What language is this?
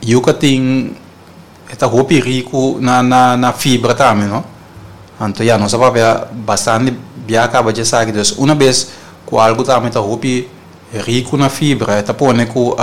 Papiamento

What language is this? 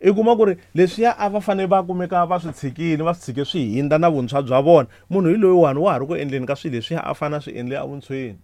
Tsonga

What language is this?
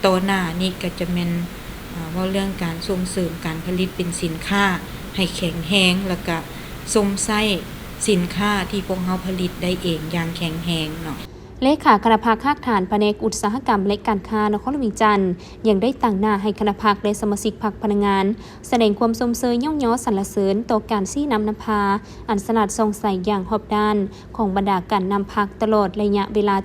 Lao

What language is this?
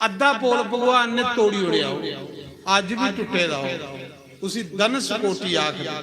Dogri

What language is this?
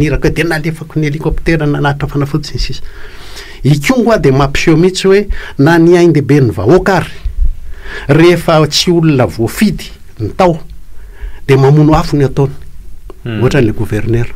Malagasy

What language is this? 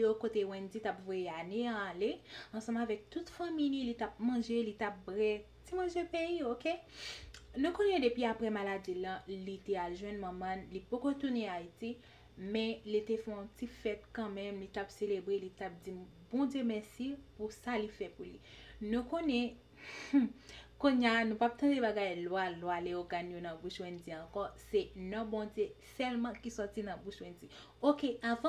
Haitian Creole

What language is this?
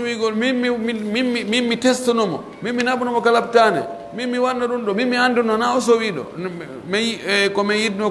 Pular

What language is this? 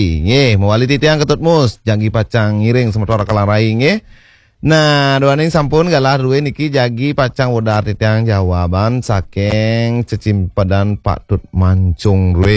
Balinese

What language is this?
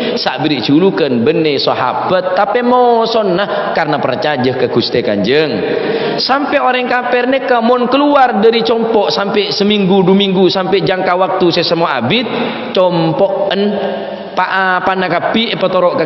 Madurese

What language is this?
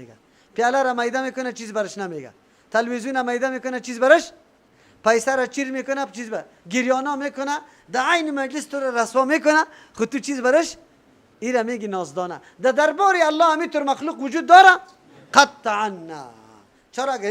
Persian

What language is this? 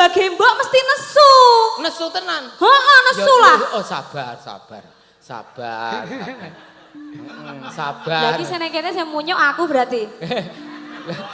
Javanese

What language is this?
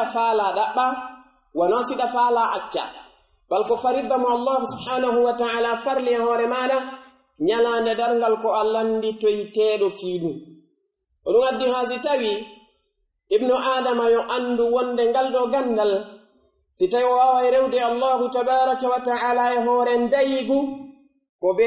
Pular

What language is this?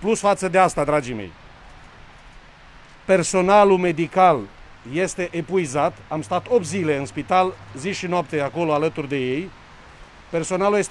Romanian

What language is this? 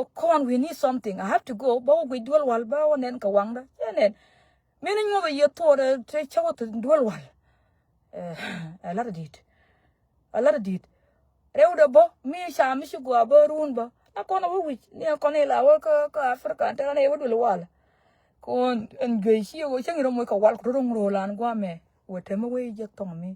Nuer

